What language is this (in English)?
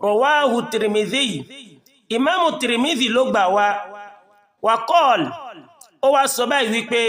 Yoruba